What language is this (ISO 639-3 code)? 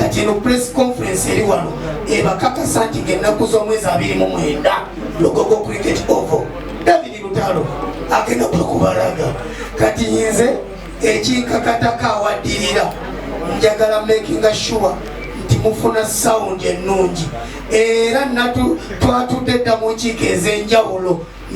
lug